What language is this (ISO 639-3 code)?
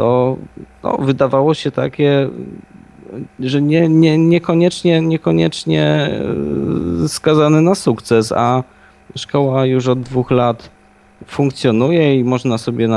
pol